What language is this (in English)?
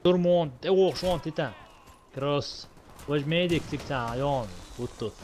Chechen